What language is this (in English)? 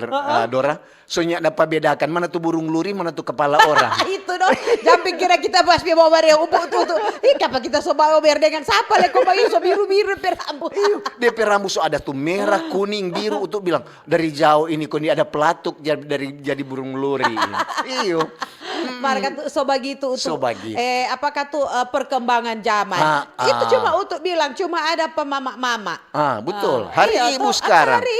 Manado Malay